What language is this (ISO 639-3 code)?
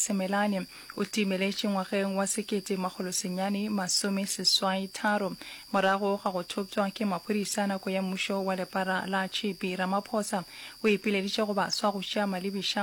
nso